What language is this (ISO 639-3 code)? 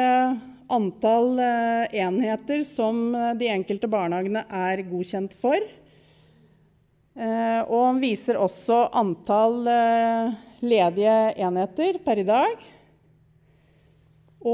nor